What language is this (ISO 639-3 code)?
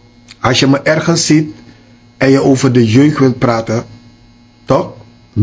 srn